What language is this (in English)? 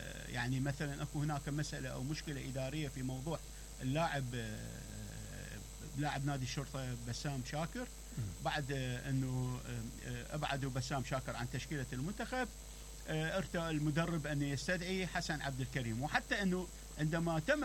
Mesopotamian Arabic